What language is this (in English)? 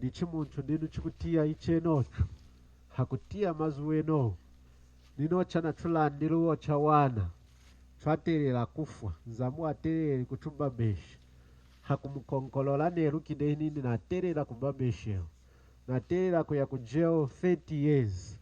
Lunda